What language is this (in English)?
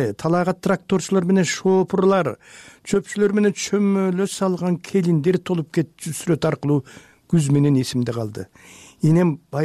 Kyrgyz